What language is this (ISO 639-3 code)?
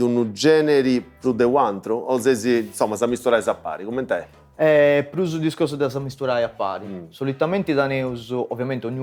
srd